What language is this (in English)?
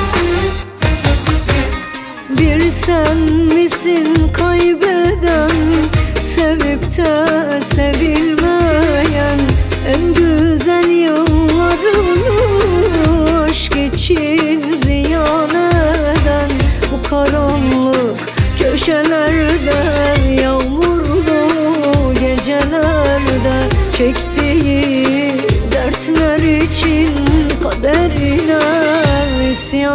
Turkish